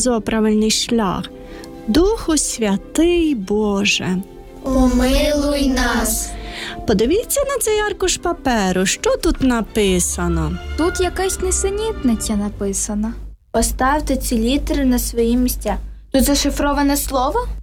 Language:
Ukrainian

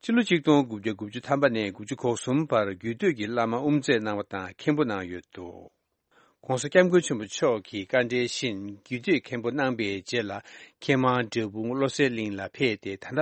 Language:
Tibetan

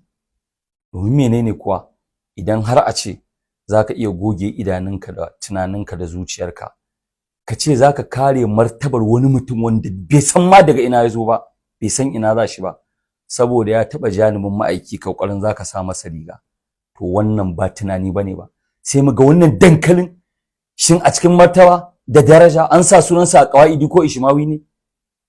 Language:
Hausa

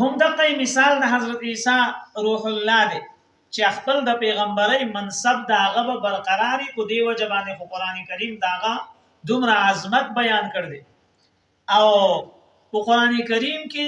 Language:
Pashto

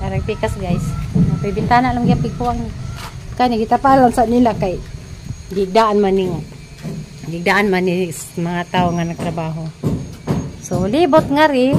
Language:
Cebuano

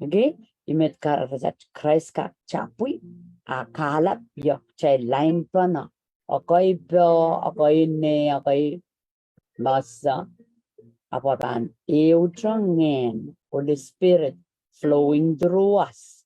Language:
Pohnpeian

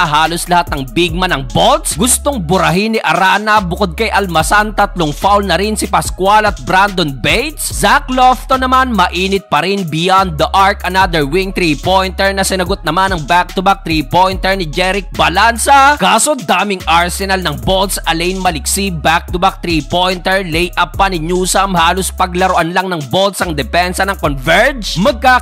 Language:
Filipino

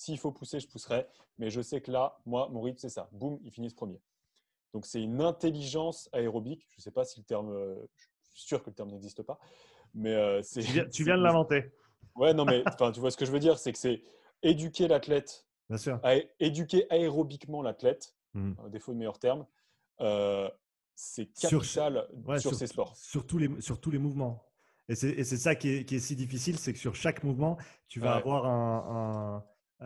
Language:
French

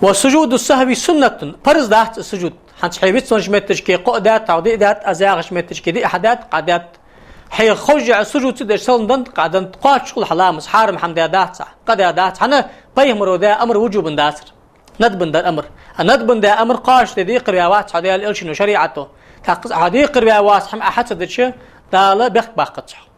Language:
Ingush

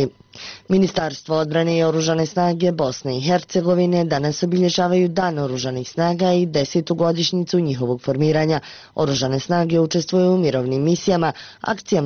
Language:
Bosnian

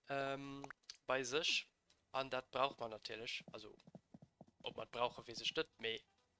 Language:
Luxembourgish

